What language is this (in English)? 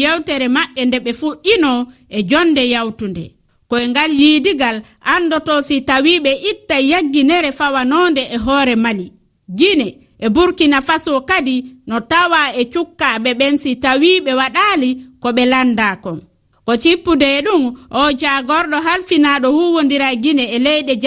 Fula